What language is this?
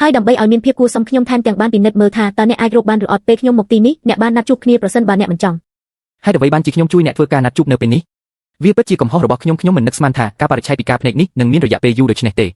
Khmer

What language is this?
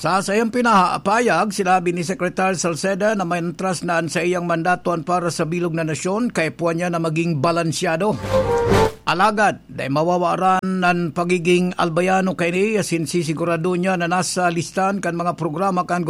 Bikol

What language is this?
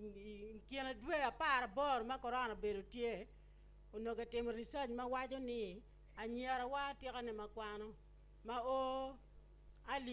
Acoli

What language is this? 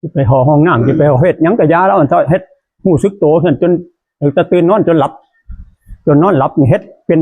Northeastern Thai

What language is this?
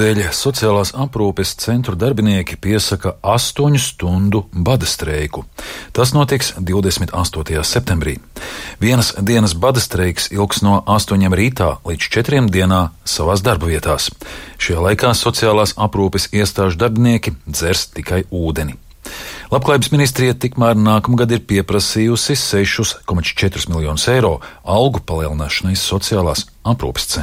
Latvian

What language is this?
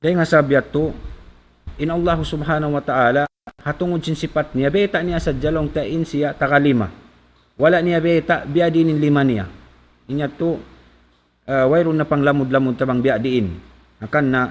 Tausug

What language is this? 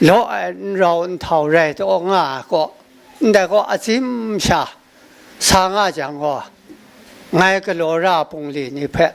Kachin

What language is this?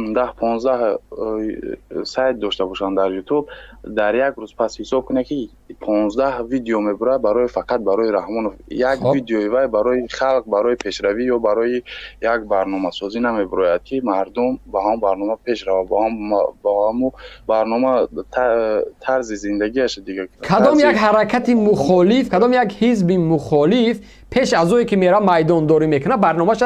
Tajik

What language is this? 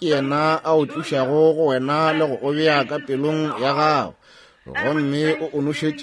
Northern Sotho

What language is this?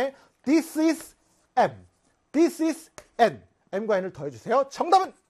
Korean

